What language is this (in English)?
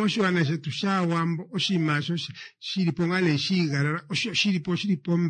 Kuanyama